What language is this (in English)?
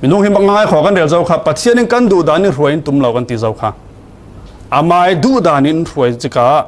Falam Chin